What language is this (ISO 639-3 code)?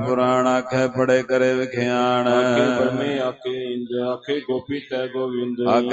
pan